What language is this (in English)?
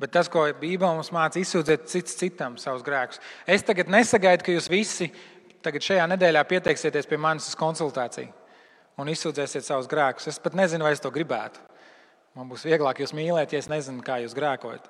Latvian